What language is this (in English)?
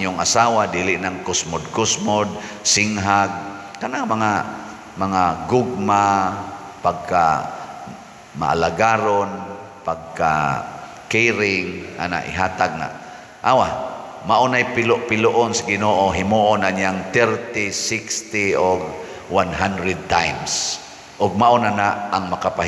Cebuano